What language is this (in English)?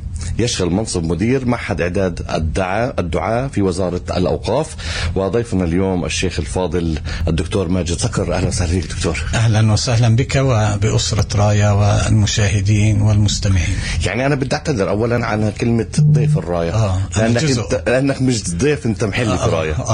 North Levantine Arabic